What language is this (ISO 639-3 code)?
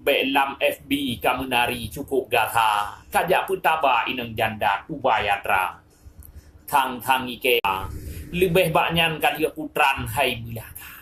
ace